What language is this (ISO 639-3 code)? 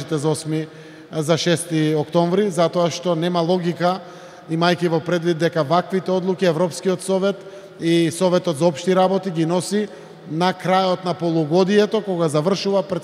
mkd